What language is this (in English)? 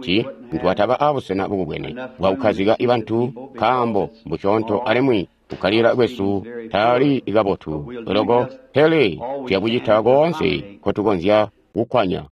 Tonga (Zambia)